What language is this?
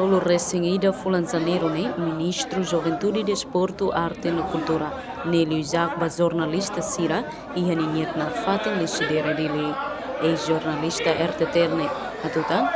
Tetum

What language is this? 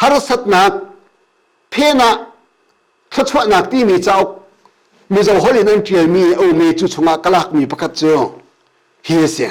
Hakha Chin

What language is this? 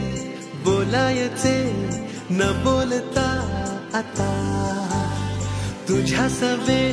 Marathi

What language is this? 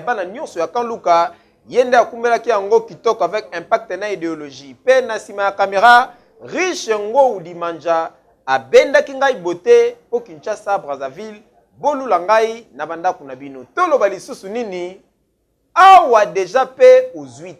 Lingala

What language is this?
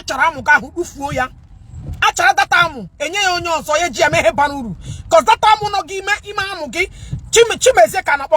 Igbo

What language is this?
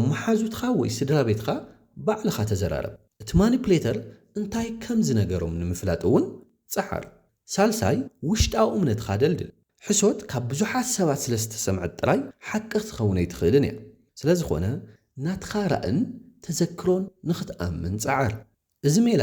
Tigrinya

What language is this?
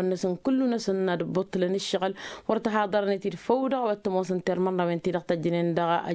Tamasheq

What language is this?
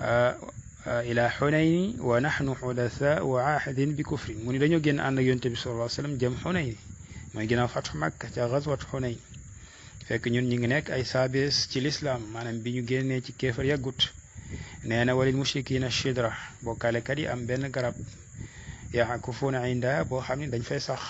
Wolof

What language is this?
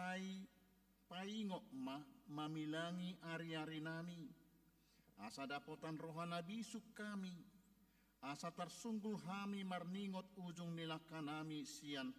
Batak Toba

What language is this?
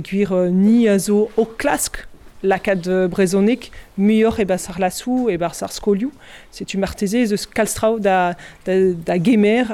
Breton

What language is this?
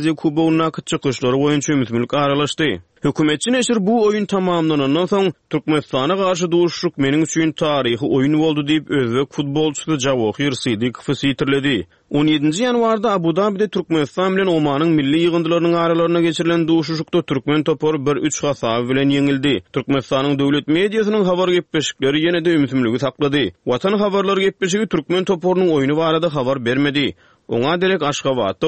Turkmen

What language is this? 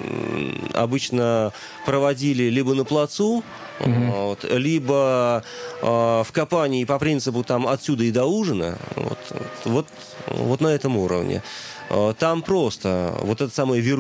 Russian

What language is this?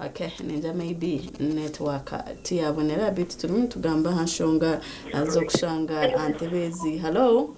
Nyankole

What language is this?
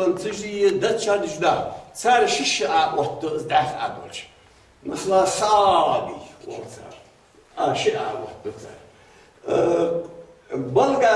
Ingush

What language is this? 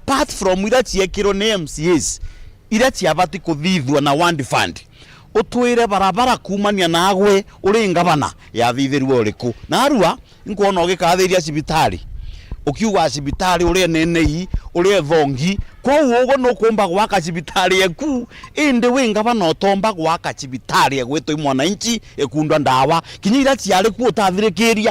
Meru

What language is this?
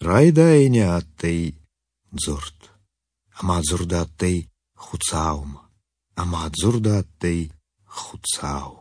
Ossetic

